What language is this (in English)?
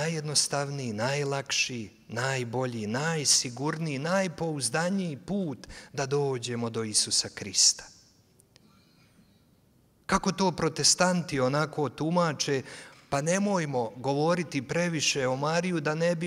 Croatian